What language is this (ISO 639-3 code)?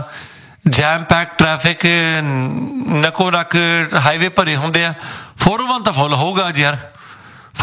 pan